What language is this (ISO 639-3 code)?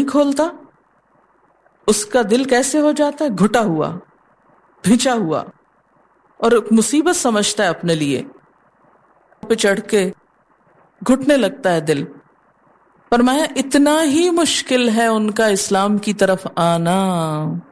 urd